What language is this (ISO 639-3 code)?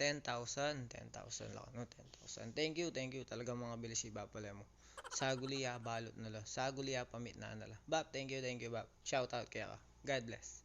pam